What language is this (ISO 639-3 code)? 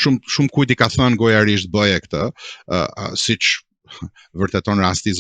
sqi